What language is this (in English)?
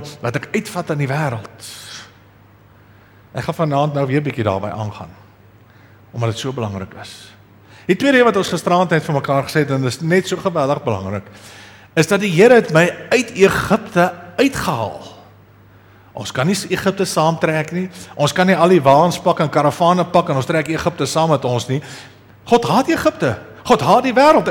Afrikaans